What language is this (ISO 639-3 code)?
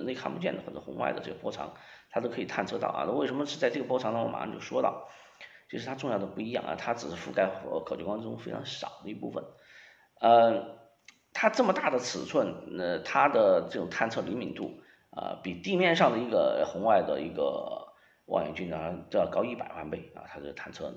zho